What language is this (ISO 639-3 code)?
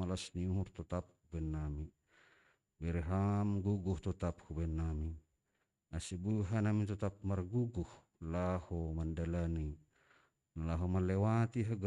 bts